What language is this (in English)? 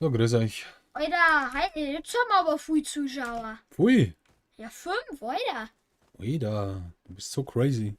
Bavarian